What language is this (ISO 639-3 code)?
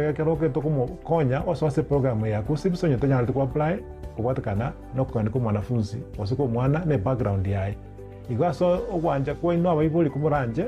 guz